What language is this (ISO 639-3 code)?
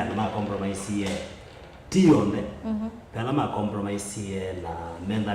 kam